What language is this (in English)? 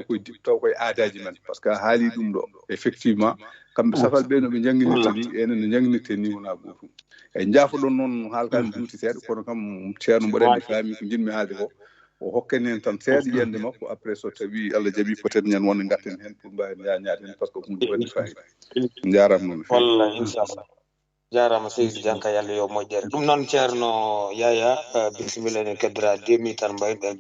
Fula